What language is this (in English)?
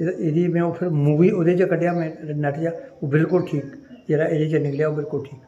Dogri